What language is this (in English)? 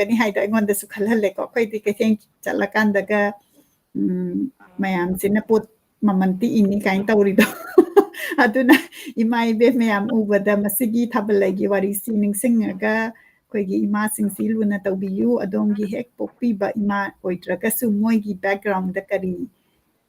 Manipuri